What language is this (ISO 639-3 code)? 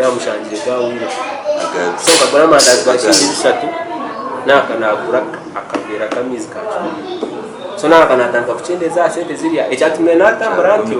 nyn